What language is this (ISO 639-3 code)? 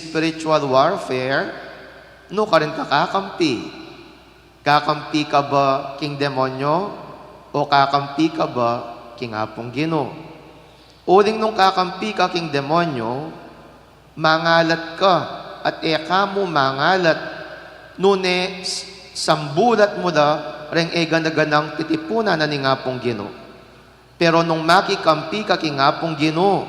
pam